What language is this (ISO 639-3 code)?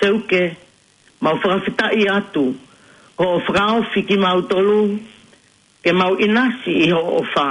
ton